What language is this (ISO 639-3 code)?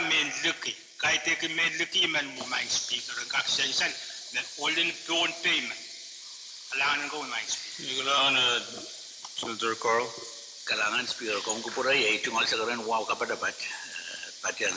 pon